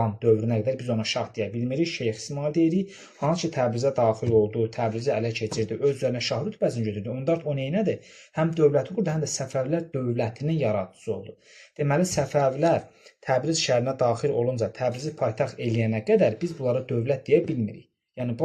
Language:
Azerbaijani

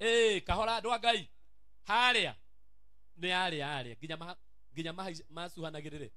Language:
Kikuyu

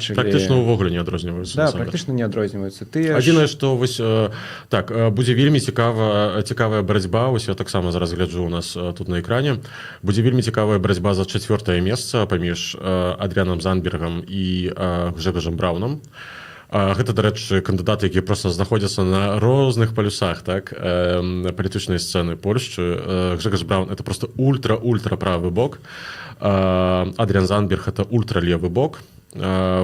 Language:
Belarusian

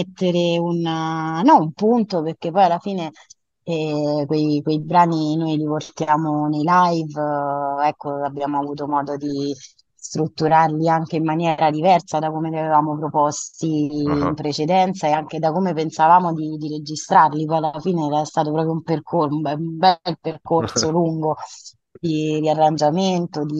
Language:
Italian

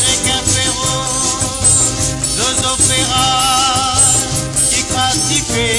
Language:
Morisyen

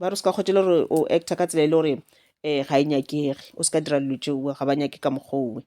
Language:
Northern Sotho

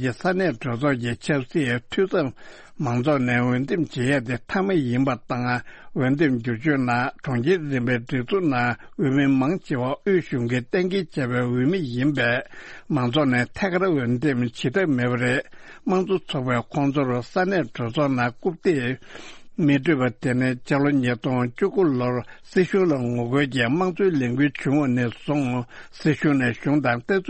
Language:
Tibetan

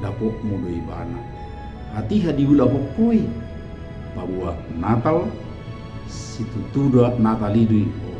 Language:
Batak Toba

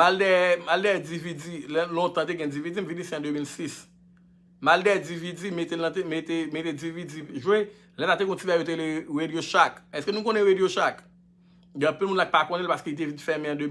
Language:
Haitian Creole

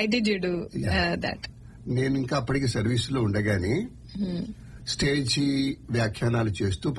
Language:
Telugu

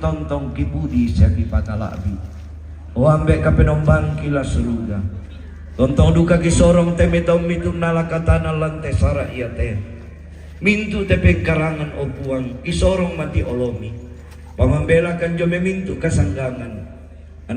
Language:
Toraja-Sa'dan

